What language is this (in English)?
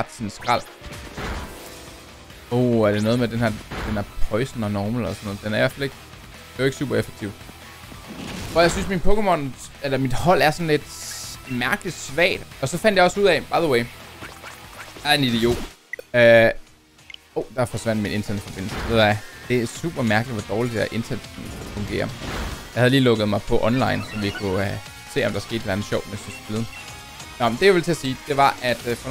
Danish